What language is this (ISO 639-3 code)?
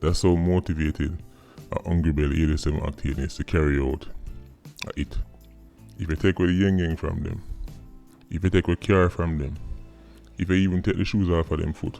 jam